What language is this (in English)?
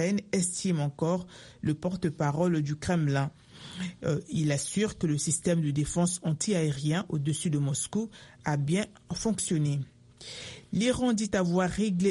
French